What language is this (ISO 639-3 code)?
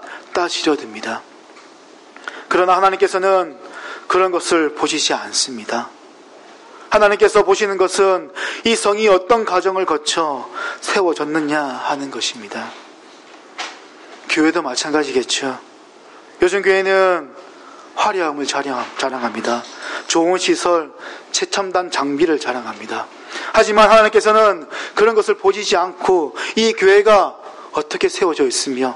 kor